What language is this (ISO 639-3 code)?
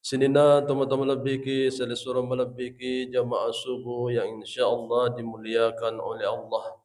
bug